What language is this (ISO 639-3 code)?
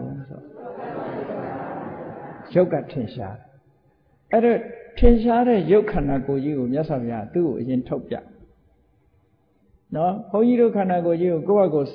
mya